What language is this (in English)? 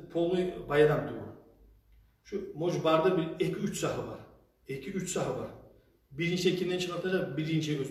Kumyk